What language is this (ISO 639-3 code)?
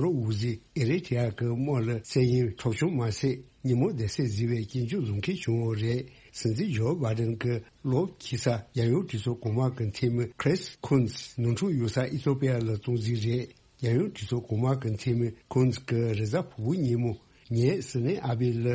bod